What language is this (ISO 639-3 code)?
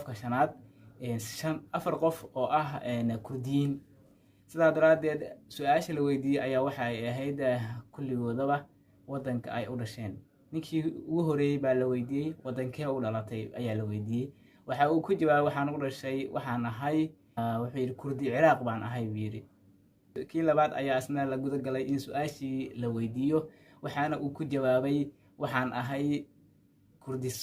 som